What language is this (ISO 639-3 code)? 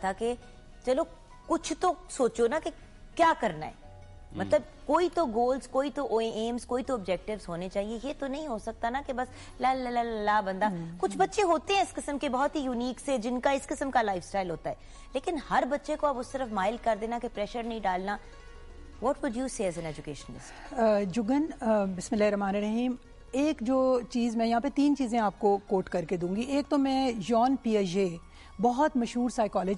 urd